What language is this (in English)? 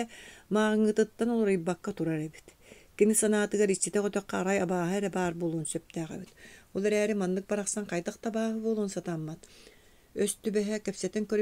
Yakut